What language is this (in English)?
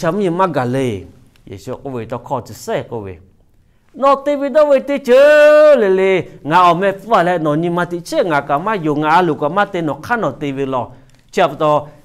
Lahu